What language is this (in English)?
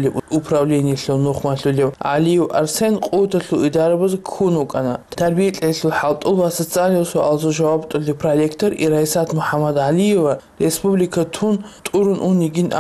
Avaric